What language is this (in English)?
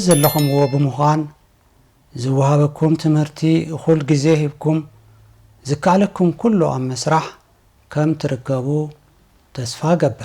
Tigrinya